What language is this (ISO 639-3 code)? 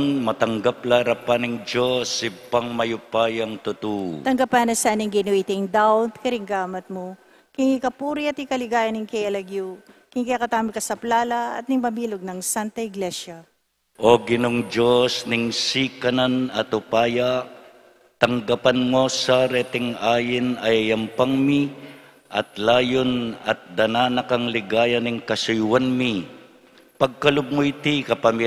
pam